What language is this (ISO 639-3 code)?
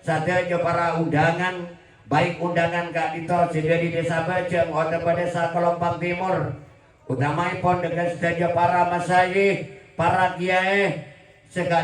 mad